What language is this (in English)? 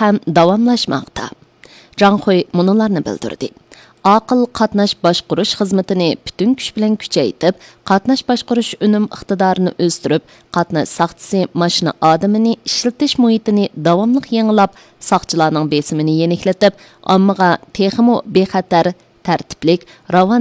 Uyghur